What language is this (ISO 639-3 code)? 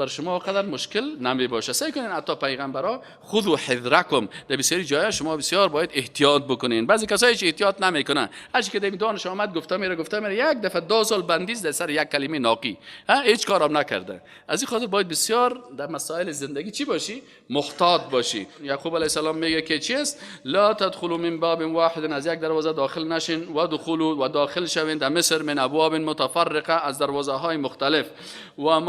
fas